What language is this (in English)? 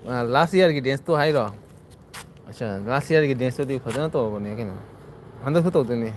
Manipuri